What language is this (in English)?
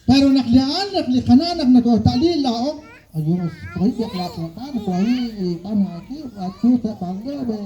Kekchí